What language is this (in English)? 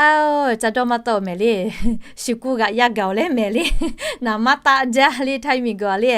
Lahu